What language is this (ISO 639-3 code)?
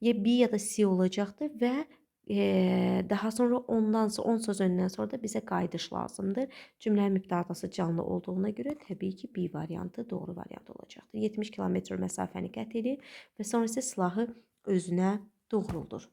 aze